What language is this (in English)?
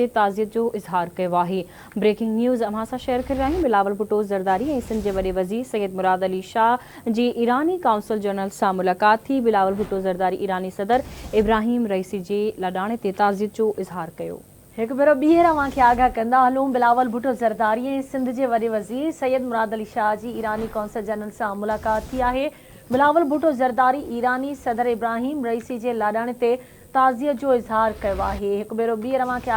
Sindhi